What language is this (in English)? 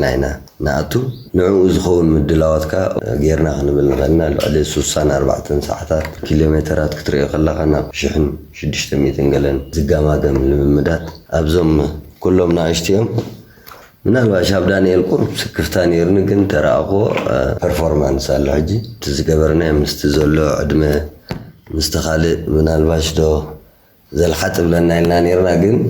Tigrinya